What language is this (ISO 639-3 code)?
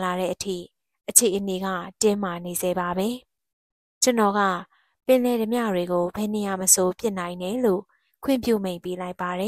mya